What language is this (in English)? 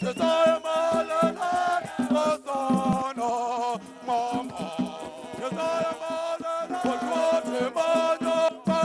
Tswana